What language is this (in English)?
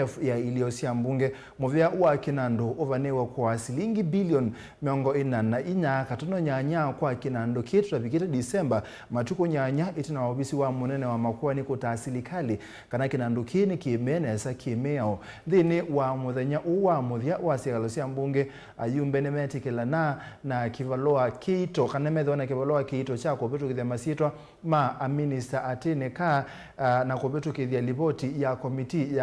Kamba